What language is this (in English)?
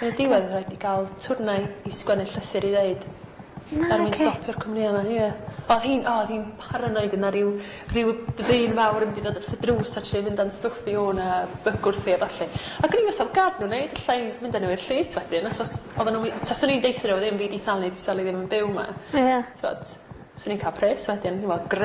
Welsh